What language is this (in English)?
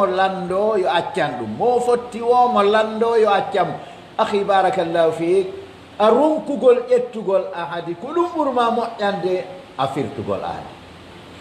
Pular